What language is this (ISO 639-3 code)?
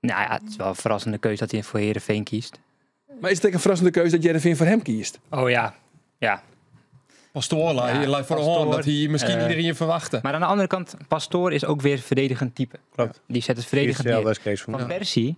fry